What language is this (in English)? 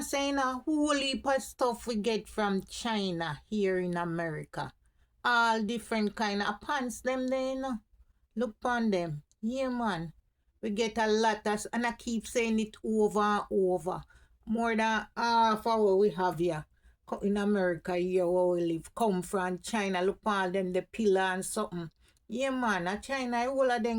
Jamaican Creole English